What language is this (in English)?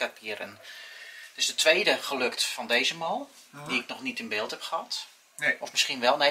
Dutch